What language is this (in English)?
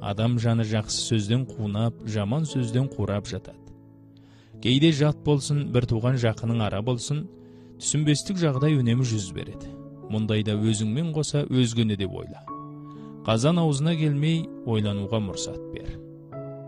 Kazakh